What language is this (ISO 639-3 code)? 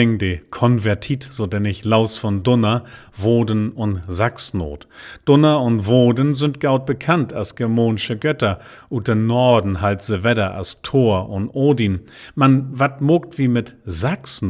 nds